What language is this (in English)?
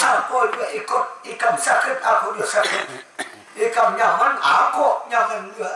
Banjar